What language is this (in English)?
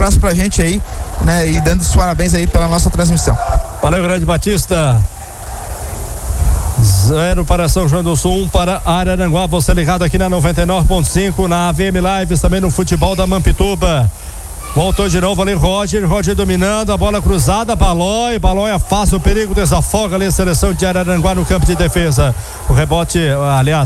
Portuguese